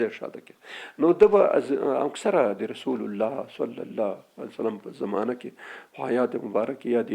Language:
Pashto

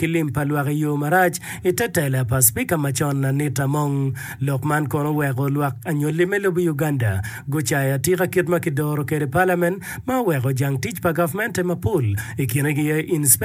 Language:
Acoli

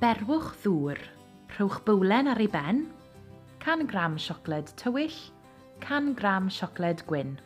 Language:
Welsh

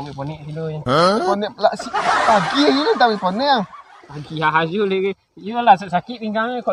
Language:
Minangkabau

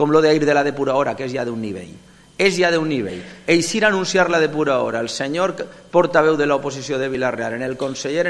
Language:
Catalan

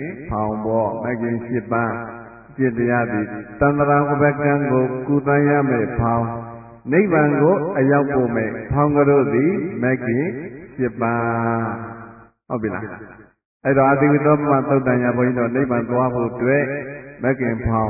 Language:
Burmese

